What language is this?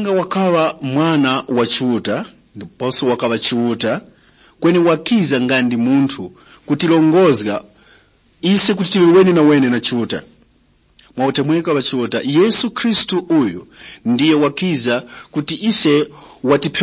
Tumbuka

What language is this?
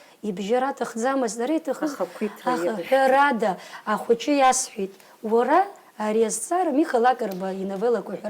Abkhazian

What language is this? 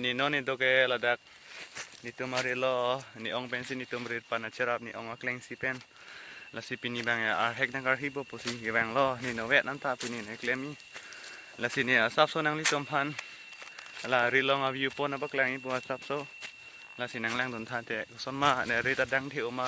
Karbi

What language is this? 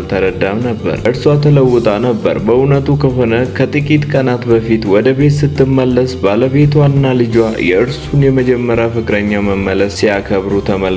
Amharic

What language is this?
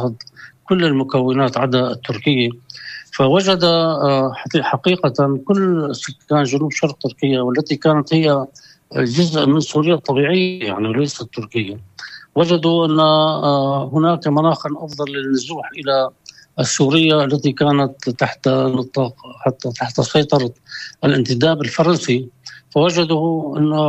North Levantine Arabic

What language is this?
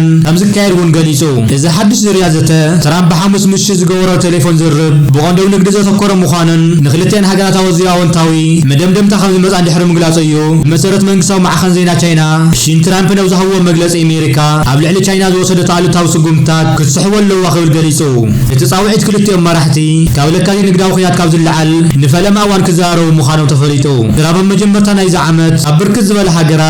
Tigrinya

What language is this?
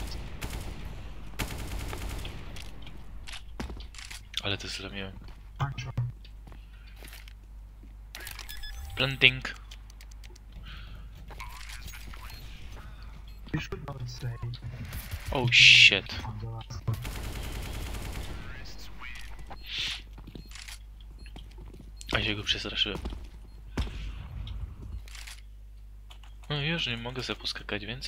Polish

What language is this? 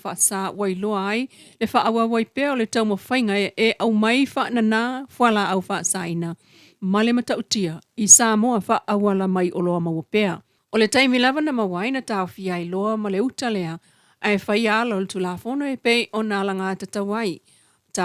Samoan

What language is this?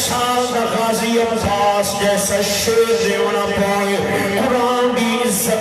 Saraiki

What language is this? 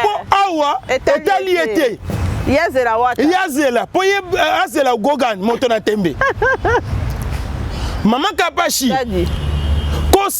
Lingala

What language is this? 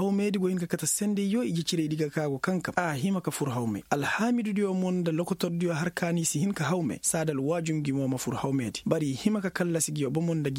Koyraboro Senni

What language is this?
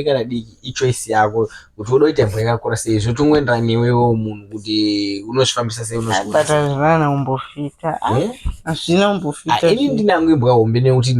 Shona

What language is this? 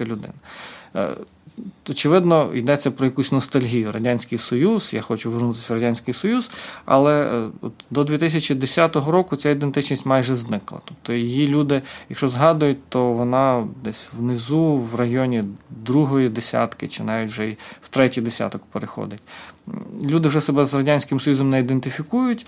Ukrainian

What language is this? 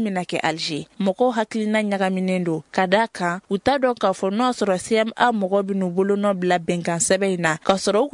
Bambara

